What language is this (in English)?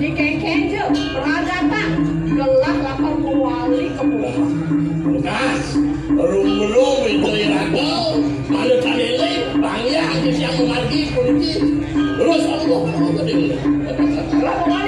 Balinese